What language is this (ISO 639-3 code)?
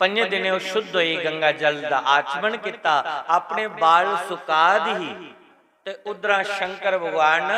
doi